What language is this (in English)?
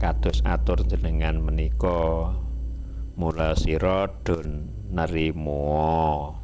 Javanese